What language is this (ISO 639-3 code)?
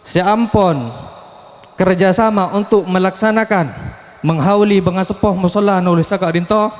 mad